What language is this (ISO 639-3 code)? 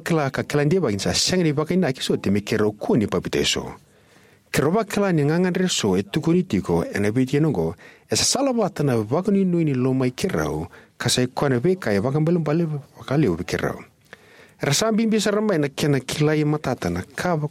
fij